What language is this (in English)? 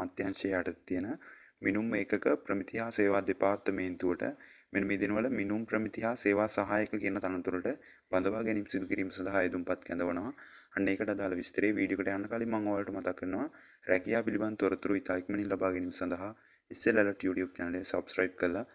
Sinhala